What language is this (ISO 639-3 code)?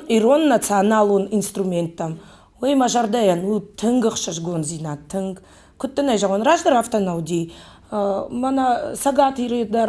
oss